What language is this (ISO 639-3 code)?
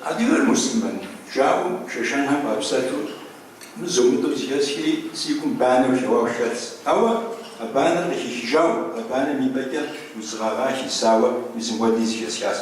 kbd